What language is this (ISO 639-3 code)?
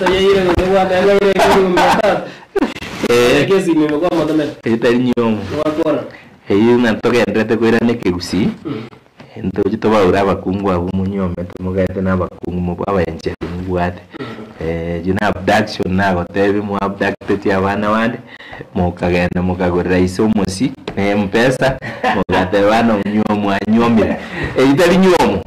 guz